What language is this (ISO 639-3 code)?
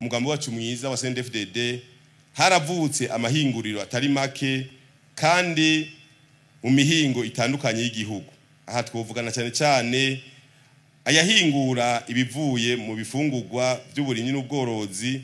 run